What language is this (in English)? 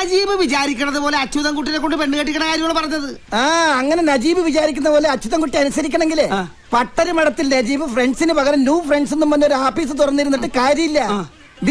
Malayalam